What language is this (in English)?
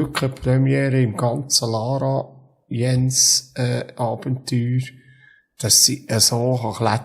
Swiss German